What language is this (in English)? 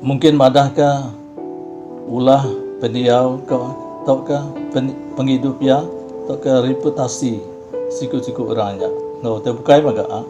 Iban